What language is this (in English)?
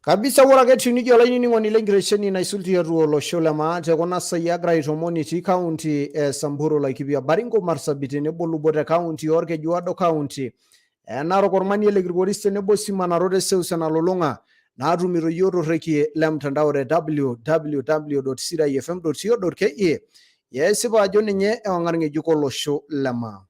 Masai